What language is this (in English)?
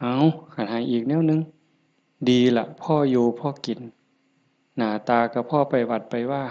Northeastern Thai